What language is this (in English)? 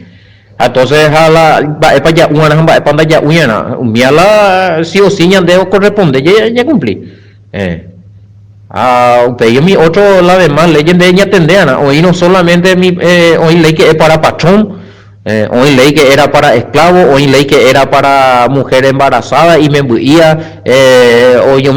Guarani